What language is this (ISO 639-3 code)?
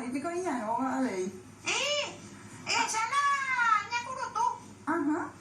grn